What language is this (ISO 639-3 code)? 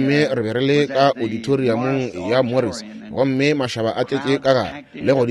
nso